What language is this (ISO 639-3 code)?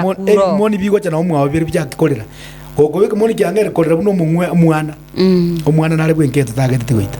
guz